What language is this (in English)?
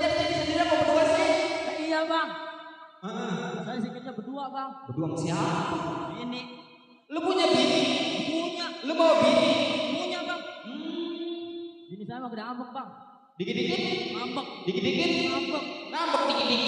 Betawi